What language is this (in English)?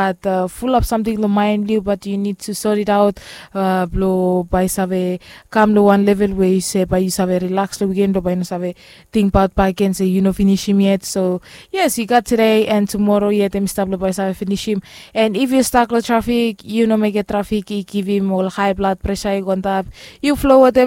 Bislama